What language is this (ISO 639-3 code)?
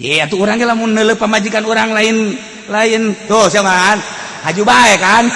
sun